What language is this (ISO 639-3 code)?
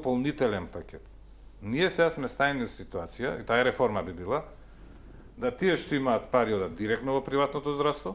mkd